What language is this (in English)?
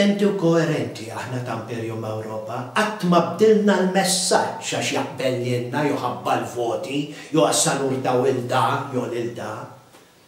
Maltese